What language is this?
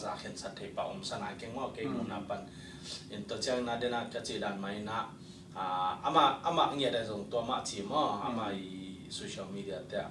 Tedim Chin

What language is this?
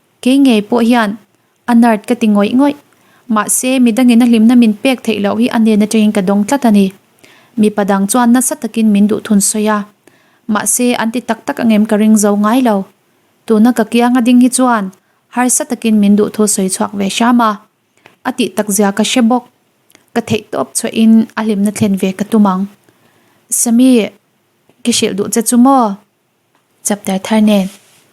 Mizo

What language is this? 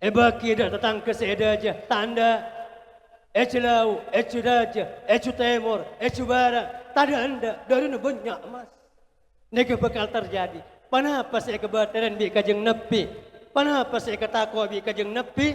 Madurese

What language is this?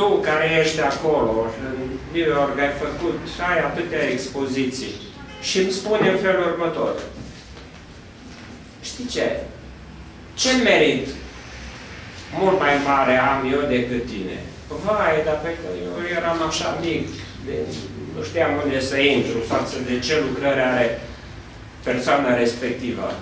Romanian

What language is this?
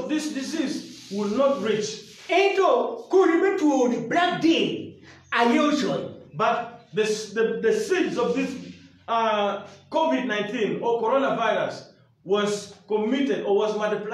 Acoli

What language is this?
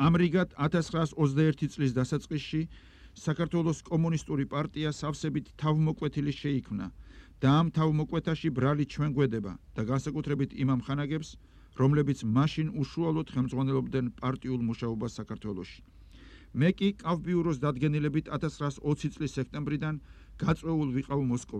Georgian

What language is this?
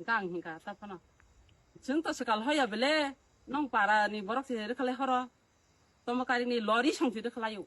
Kok Borok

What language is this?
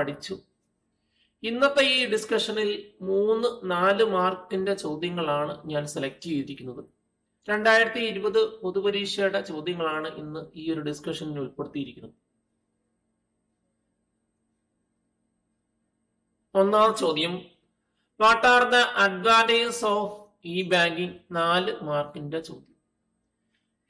Malayalam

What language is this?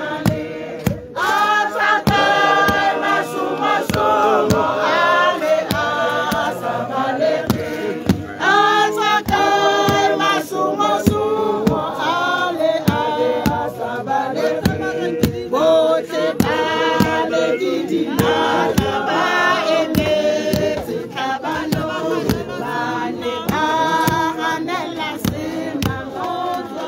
Tswana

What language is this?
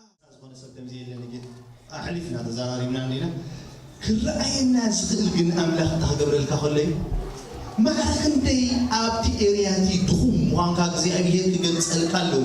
Tigrinya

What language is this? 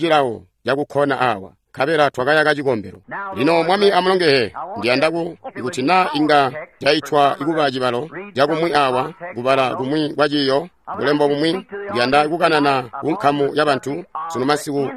Tonga (Zambia)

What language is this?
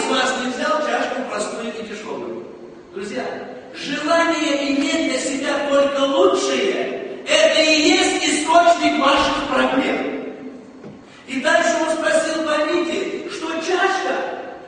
Russian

